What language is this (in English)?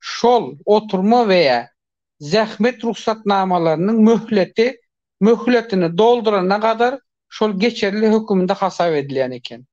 Turkmen